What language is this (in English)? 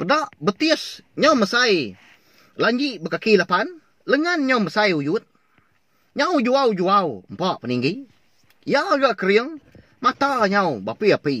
Iban